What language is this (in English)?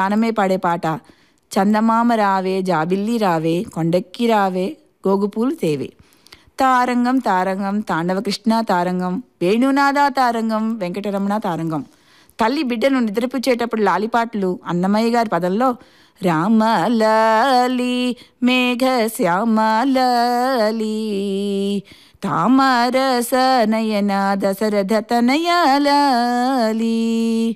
Telugu